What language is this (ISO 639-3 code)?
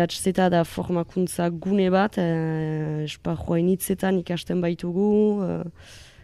eus